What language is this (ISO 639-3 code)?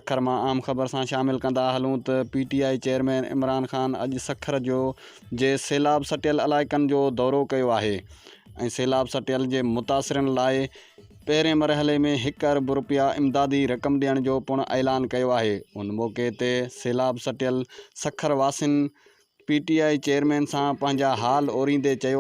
snd